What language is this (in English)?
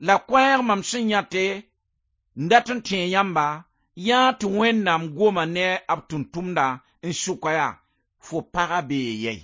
Mossi